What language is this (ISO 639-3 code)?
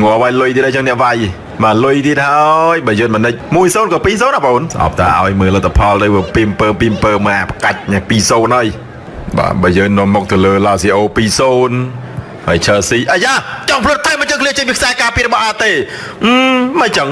khm